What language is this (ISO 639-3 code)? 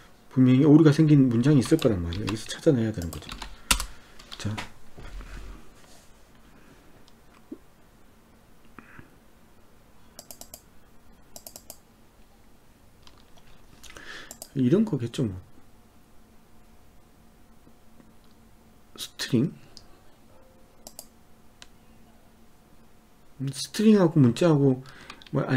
kor